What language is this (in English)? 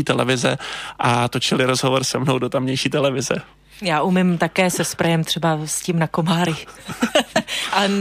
Czech